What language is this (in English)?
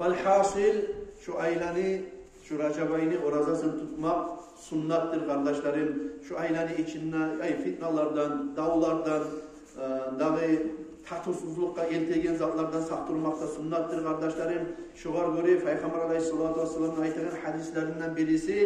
Kumyk